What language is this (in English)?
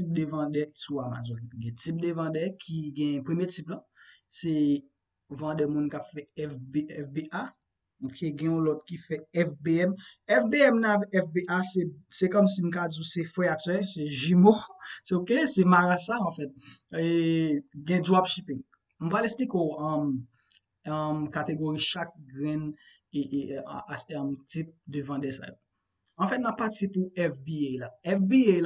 Haitian Creole